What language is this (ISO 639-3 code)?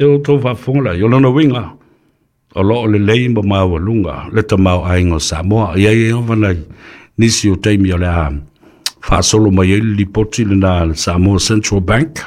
smo